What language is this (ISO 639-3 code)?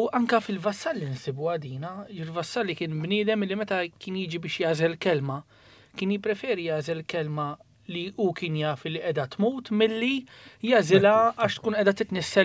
mlt